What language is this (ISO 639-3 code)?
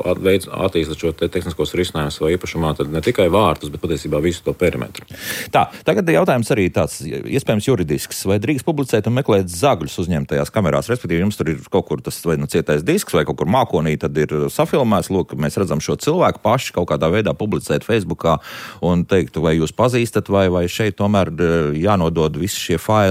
lav